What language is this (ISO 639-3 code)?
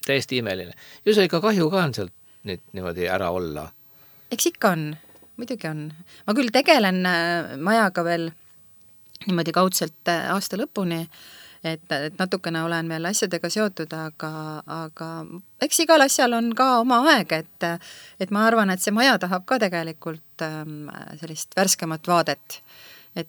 est